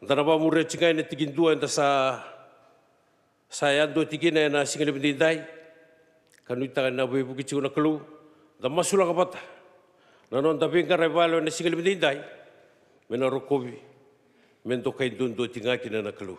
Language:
Fijian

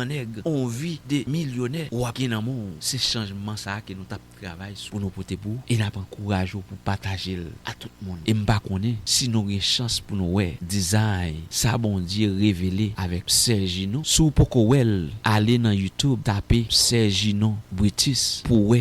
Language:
Haitian Creole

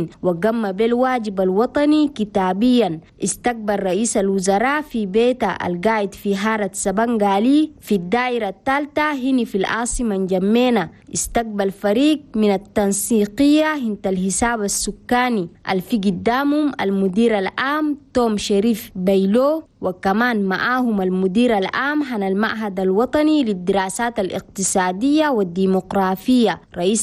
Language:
Chadian Arabic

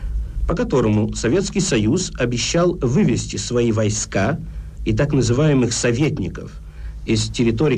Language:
Russian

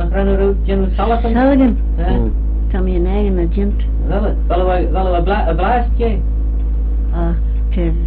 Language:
Manx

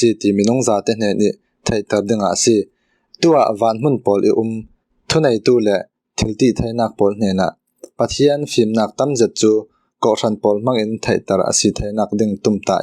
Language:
Falam Chin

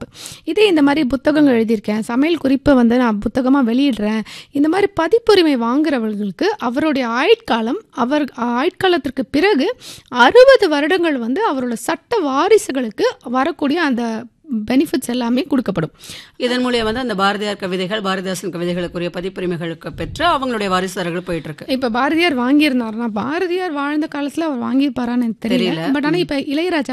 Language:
Tamil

